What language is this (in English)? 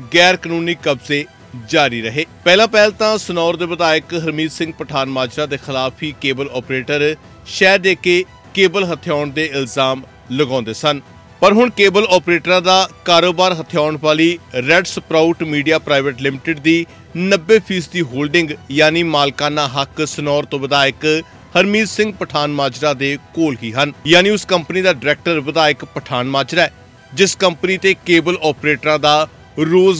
Punjabi